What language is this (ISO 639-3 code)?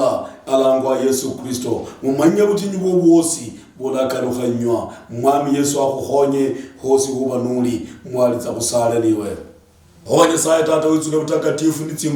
luy